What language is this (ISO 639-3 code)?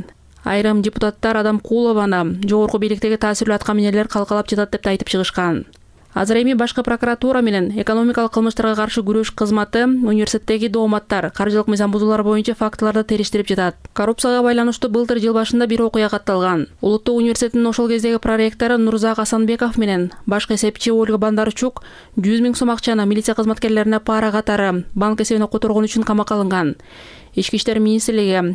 kir